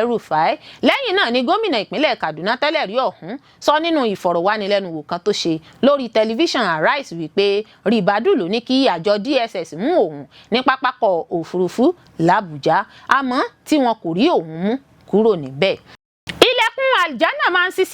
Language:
Yoruba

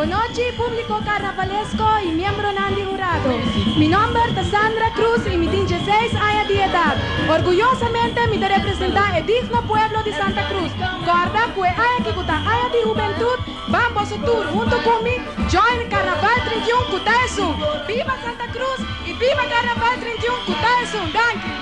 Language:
Papiamento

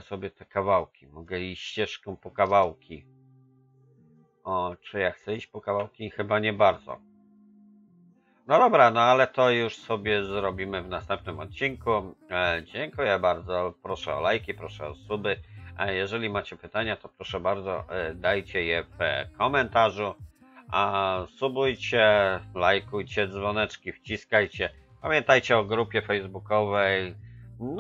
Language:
Polish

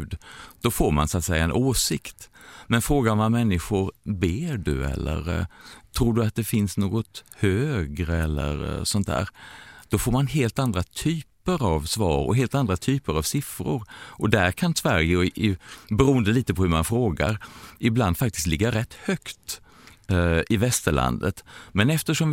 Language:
Swedish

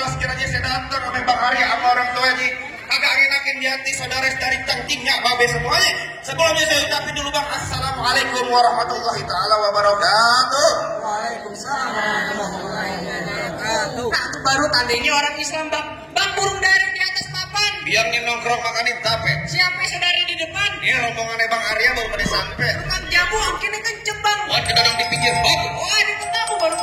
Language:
Betawi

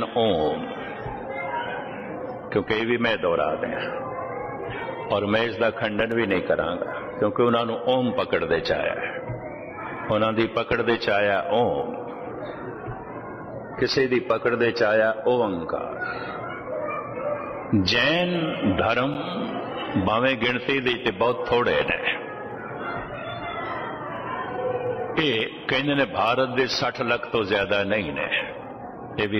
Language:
Punjabi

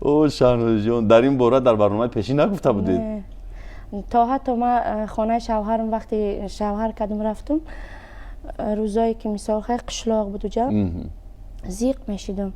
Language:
Tajik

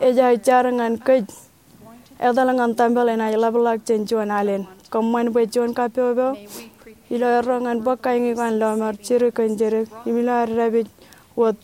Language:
Marshallese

